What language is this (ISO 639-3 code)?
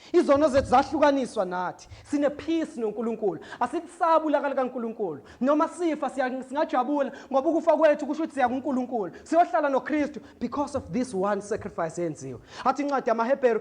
zul